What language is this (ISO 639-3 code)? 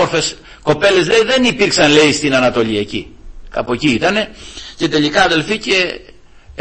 ell